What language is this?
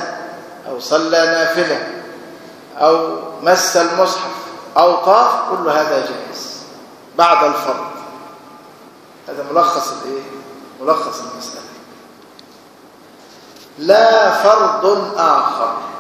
Arabic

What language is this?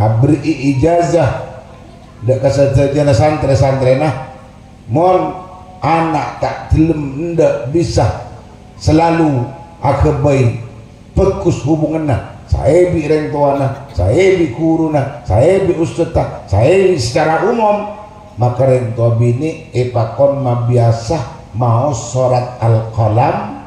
Madurese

